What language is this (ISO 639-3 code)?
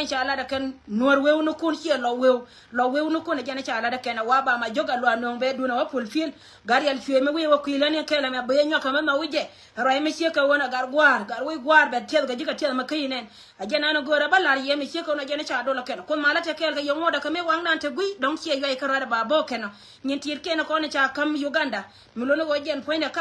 nus